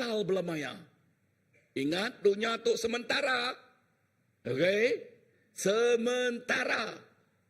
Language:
Iban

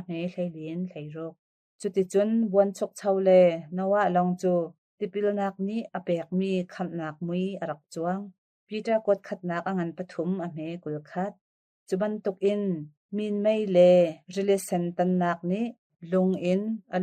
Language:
Hakha Chin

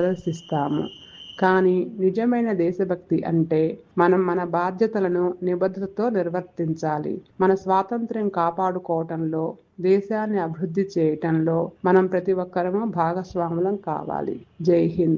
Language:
Telugu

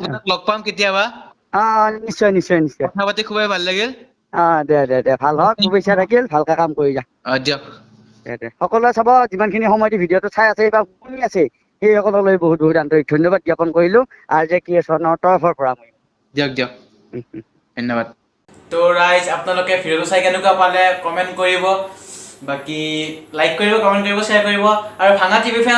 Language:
Assamese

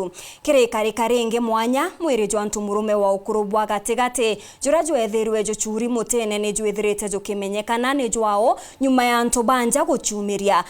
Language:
Meru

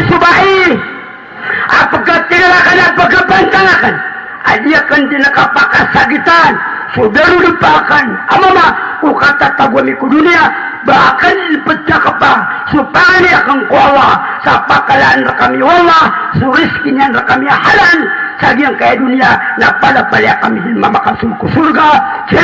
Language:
Maranao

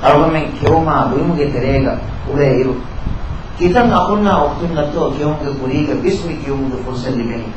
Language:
Divehi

